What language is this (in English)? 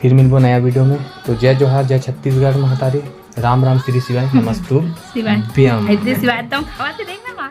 Chhattisgarhi